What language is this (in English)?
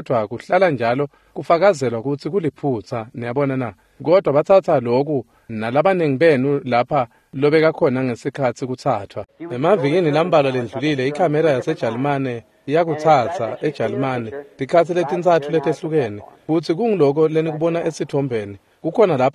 Swati